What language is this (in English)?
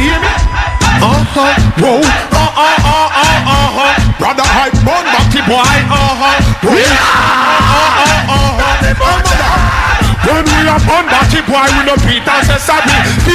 Jamaican Creole English